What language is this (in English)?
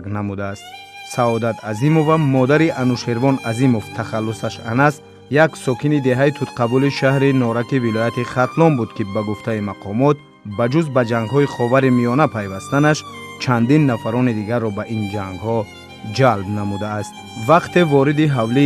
Tajik